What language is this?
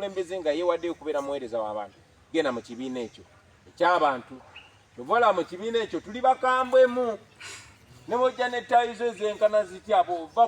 Ganda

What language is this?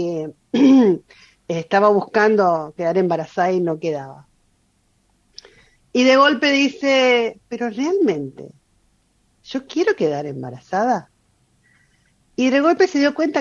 Spanish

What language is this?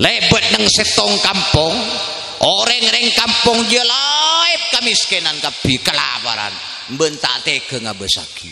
Madurese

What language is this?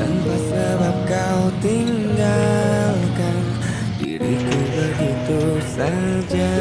Minangkabau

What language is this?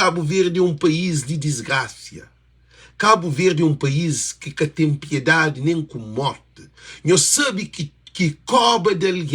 Kabuverdianu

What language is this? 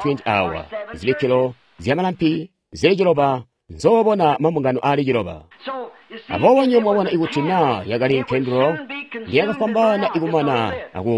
Tonga (Zambia)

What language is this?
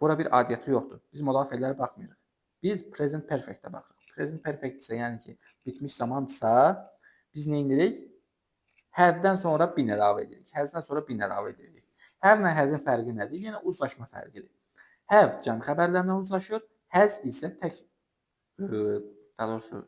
Azerbaijani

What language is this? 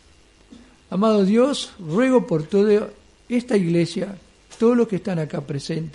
Spanish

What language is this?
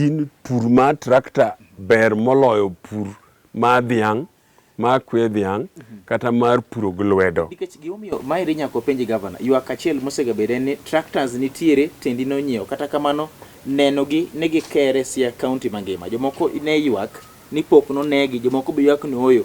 Luo (Kenya and Tanzania)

